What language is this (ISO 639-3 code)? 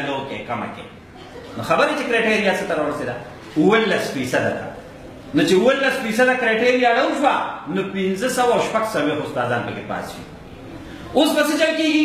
pus